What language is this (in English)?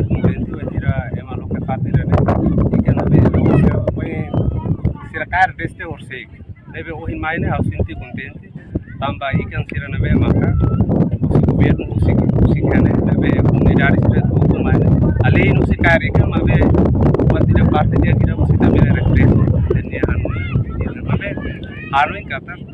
Tetum